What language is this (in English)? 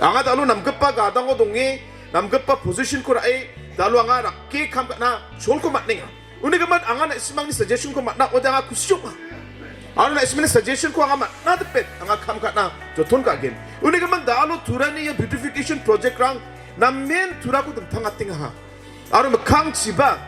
Garo